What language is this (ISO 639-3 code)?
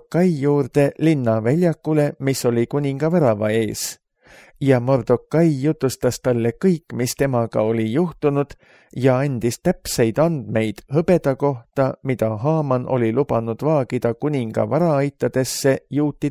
est